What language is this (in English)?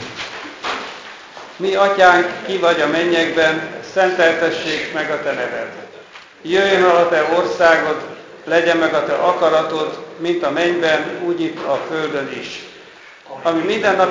Hungarian